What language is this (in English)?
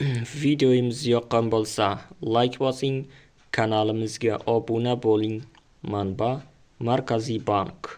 Uzbek